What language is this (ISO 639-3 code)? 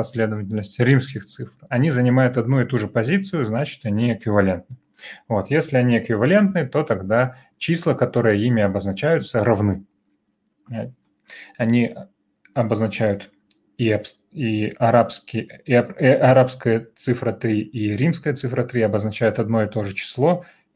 rus